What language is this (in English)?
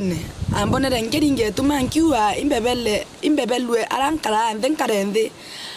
Meru